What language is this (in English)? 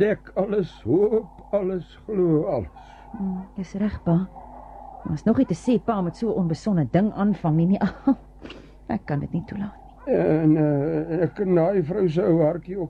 Afrikaans